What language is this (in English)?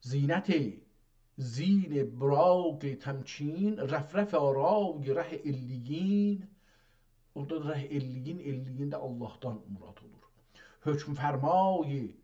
South Azerbaijani